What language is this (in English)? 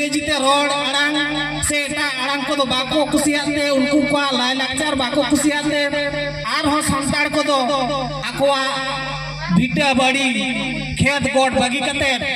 Santali